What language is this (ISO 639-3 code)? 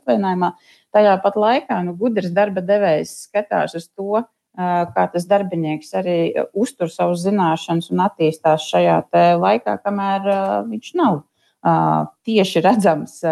lav